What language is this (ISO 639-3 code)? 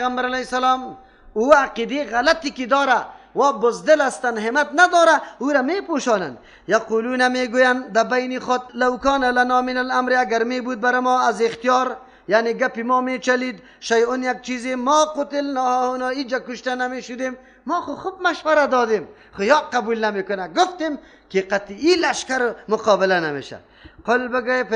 fas